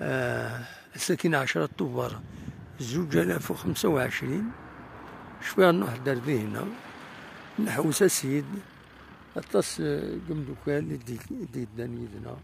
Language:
Kabyle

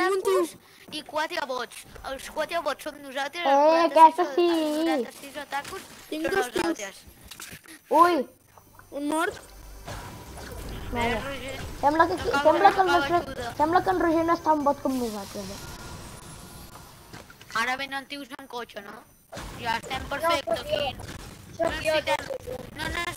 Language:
Catalan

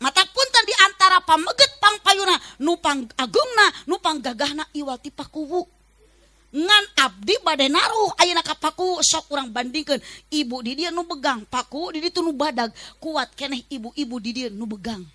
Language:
Sundanese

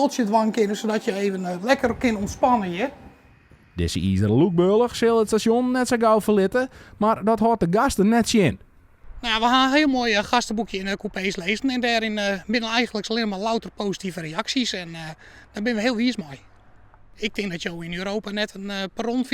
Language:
Western Frisian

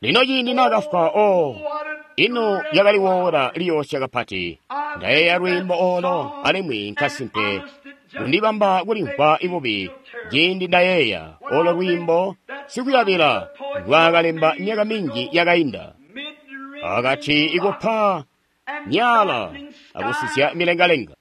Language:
Tonga (Zambia)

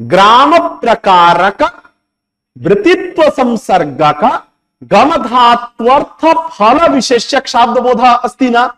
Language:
Sanskrit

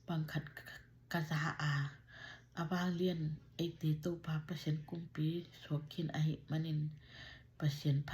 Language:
Tedim Chin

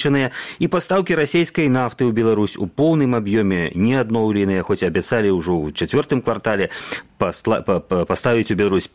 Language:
Belarusian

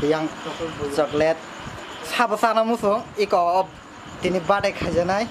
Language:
Kok Borok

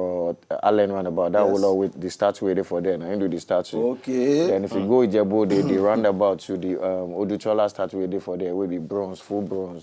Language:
Nigerian Pidgin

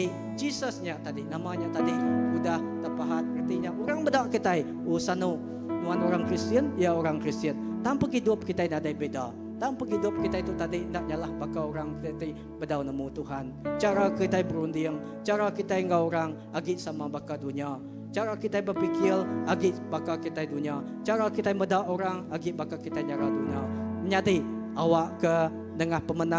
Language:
Iban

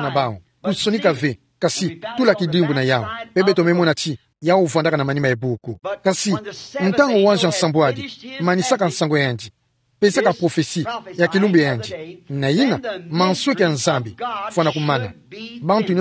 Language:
Kituba (Democratic Republic of Congo)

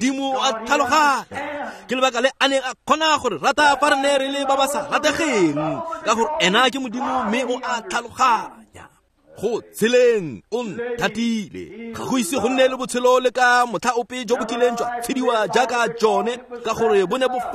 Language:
Tswana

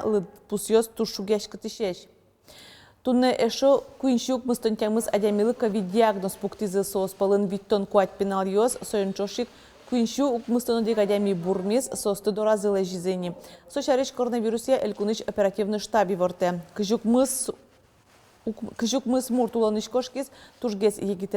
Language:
Udmurt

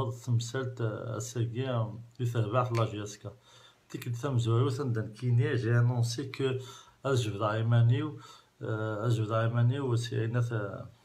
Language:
Kabyle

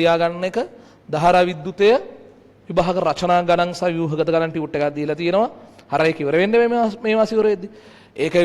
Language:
Sinhala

